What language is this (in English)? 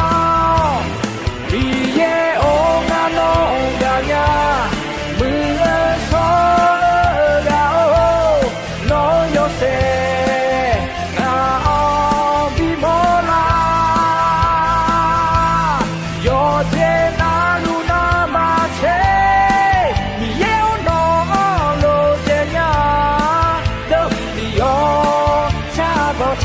Akha